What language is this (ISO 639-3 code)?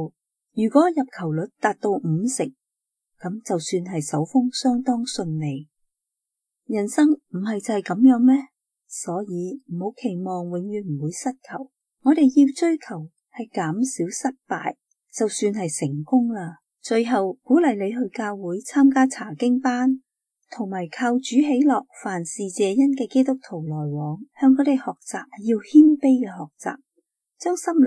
yue